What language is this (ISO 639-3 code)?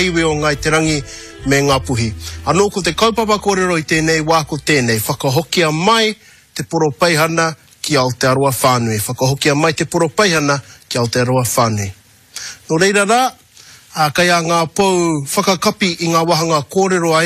mri